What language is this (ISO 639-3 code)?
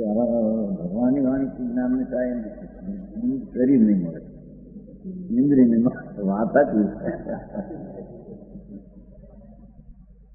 guj